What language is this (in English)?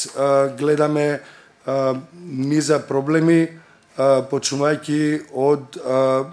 Macedonian